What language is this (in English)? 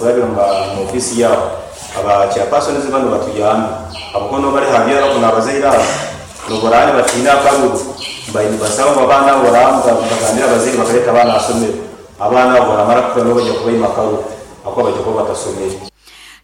Nyoro